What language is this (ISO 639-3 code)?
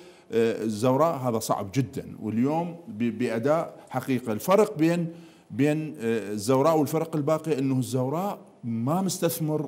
acm